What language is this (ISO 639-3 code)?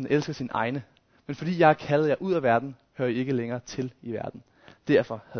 dan